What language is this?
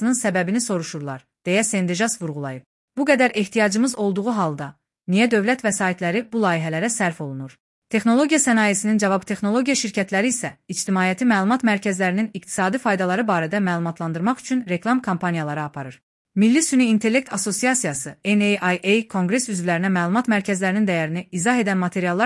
Azerbaijani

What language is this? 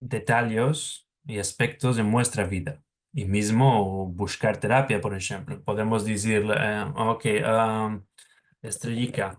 Ladino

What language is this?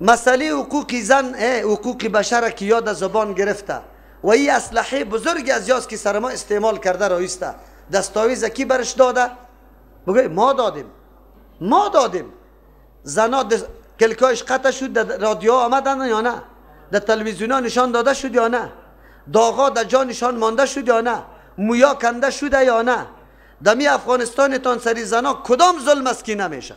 Persian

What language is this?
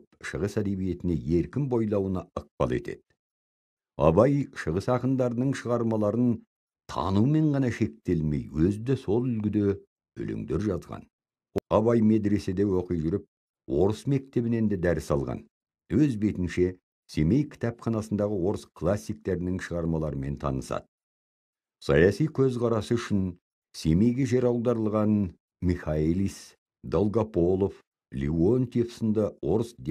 Kazakh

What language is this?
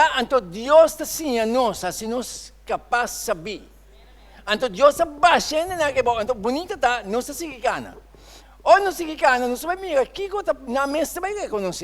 Papiamento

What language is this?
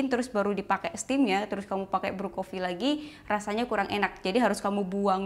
Indonesian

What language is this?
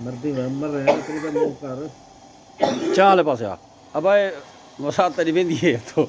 Saraiki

